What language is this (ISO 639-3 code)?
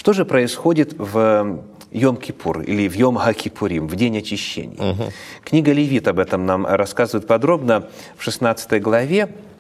rus